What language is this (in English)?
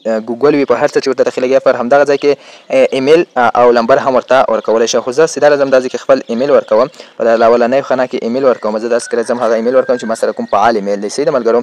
Pashto